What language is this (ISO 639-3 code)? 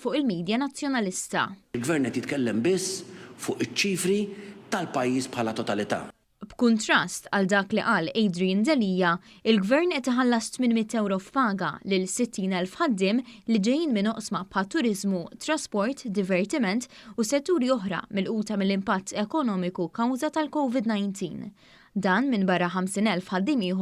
mlt